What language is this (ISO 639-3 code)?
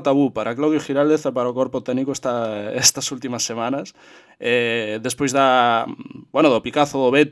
glg